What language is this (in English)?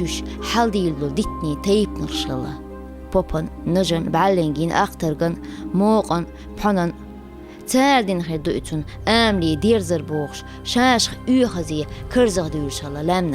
Chechen